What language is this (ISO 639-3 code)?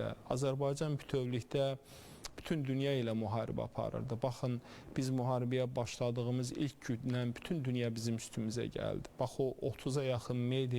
aze